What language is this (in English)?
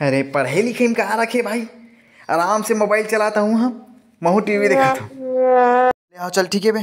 Chhattisgarhi